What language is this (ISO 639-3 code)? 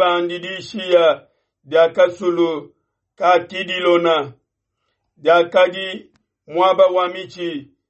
lua